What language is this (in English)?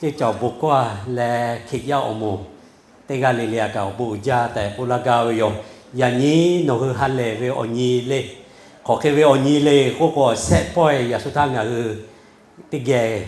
Lahu